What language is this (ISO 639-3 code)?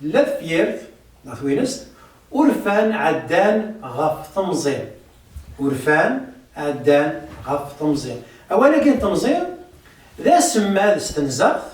kab